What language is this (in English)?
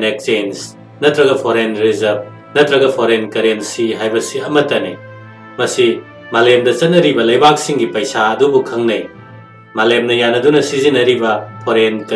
Manipuri